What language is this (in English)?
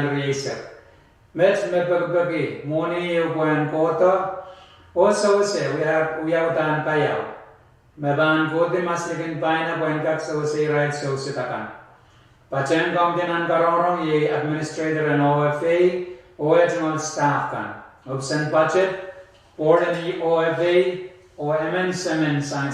Pohnpeian